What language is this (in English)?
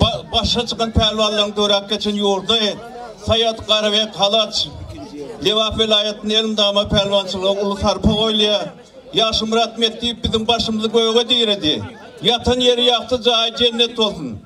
Turkmen